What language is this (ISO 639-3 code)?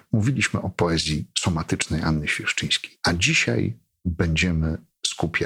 pol